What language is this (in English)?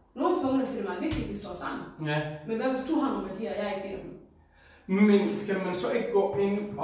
Danish